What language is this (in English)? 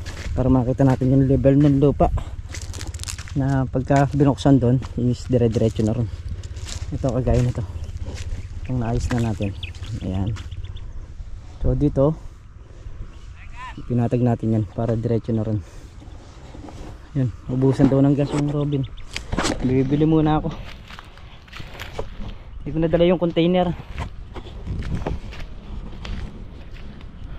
Filipino